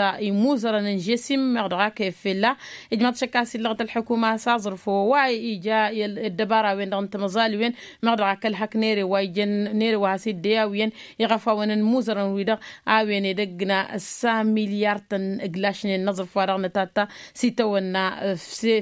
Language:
Tamasheq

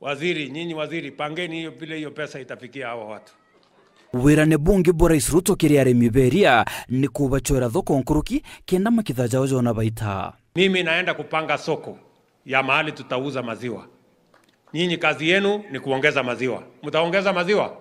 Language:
Meru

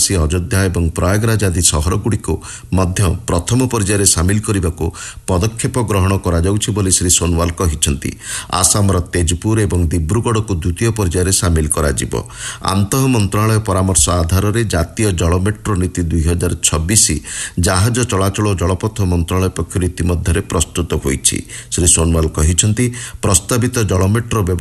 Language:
Odia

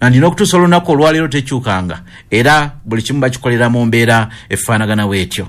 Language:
Ganda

